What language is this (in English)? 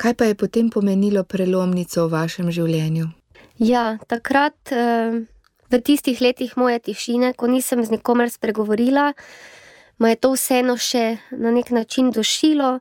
Slovenian